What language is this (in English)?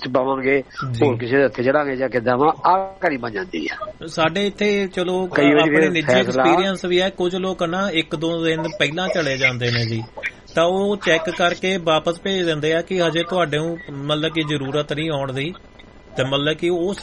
Punjabi